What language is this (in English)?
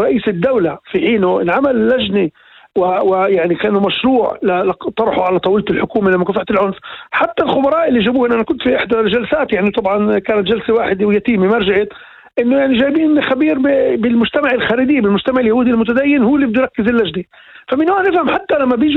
North Levantine Arabic